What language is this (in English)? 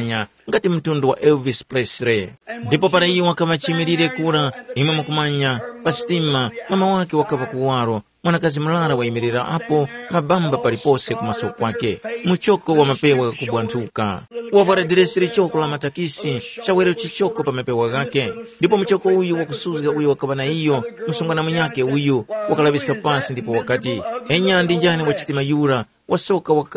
Tumbuka